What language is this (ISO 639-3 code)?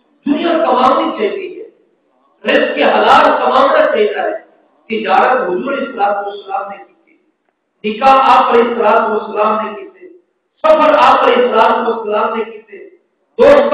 skr